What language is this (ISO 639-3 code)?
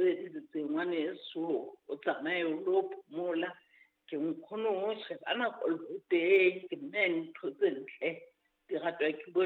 sot